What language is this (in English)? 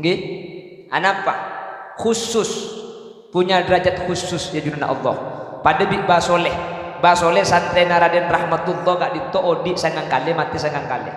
Madurese